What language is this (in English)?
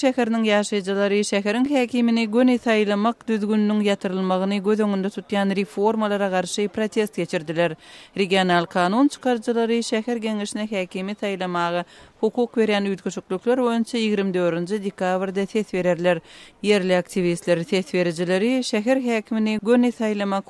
Turkmen